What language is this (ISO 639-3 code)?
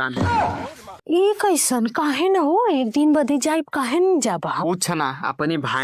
awa